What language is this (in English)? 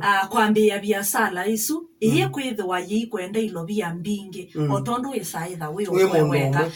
Kamba